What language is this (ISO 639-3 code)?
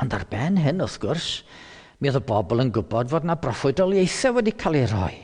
cym